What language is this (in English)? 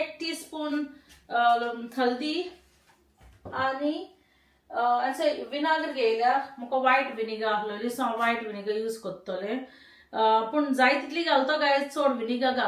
Konkani